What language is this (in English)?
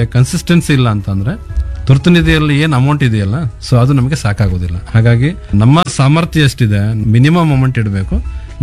Kannada